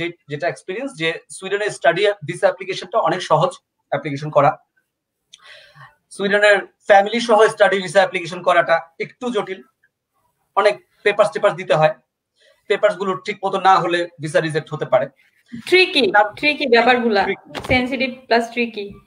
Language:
Bangla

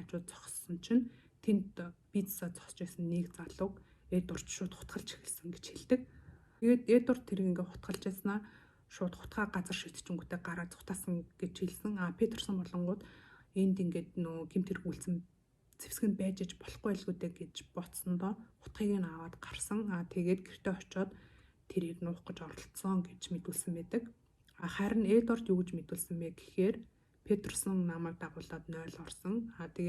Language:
Mongolian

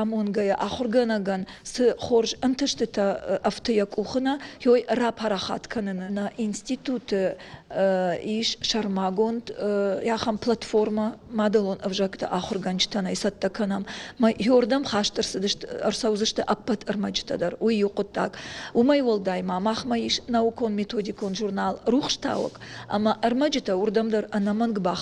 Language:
Ossetic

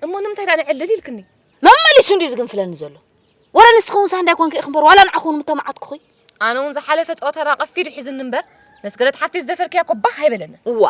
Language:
Tigrinya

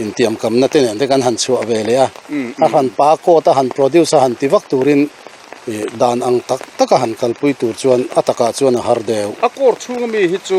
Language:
Mizo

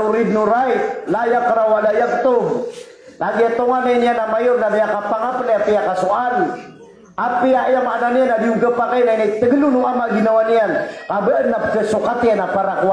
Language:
Maranao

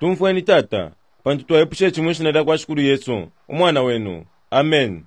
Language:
Bemba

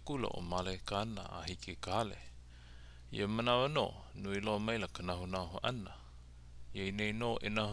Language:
Hawaiian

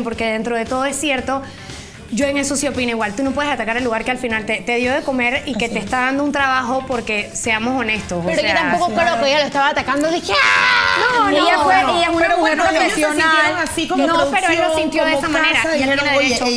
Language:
Spanish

